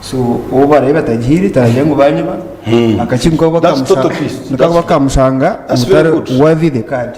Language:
Nyankole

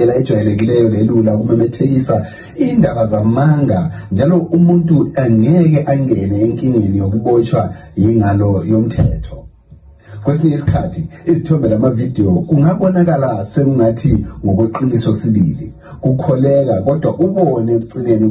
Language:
North Ndebele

